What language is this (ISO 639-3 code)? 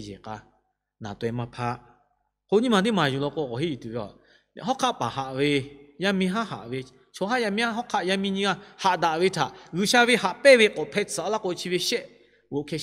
lhu